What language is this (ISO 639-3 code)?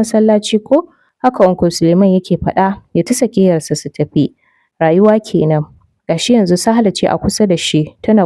hau